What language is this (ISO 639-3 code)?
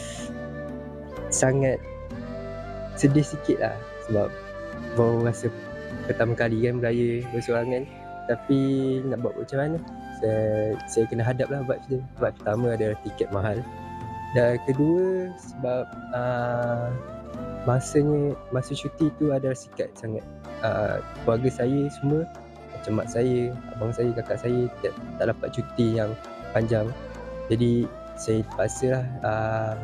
msa